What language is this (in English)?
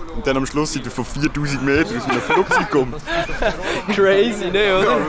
Swiss German